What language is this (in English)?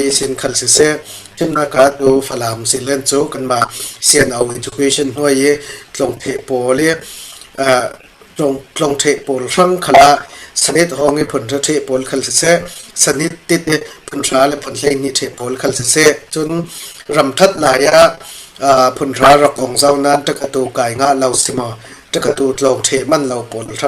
Falam Chin